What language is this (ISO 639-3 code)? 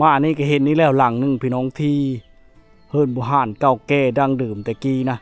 lao